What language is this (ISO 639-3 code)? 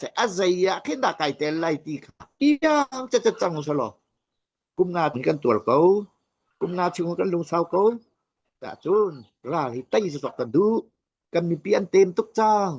cnh